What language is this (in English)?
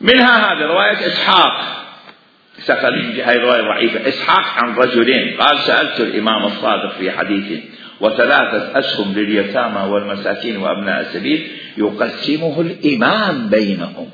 Mesopotamian Arabic